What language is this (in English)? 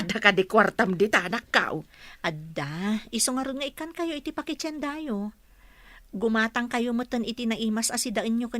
Iloko